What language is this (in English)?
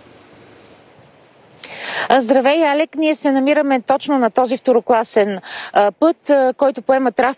Bulgarian